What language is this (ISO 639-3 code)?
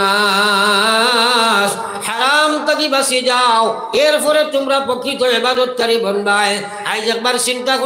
syl